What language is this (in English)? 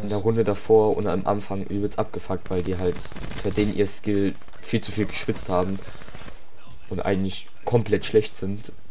German